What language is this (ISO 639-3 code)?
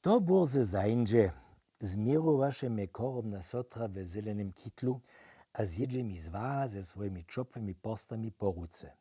hsb